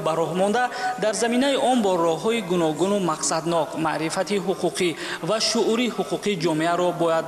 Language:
Tajik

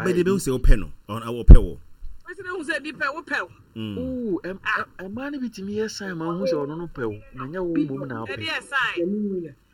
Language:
Akan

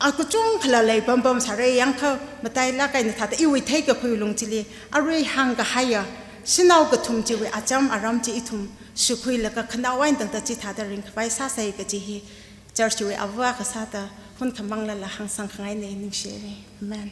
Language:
Tangkhul Naga (India)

